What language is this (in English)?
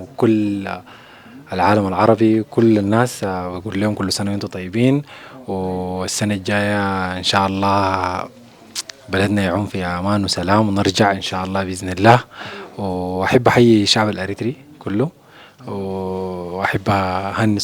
Sudanese Arabic